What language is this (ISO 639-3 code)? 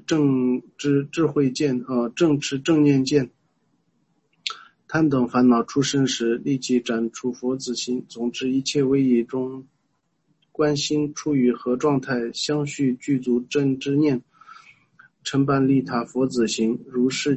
zho